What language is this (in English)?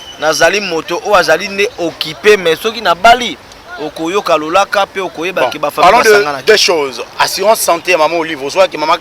Lingala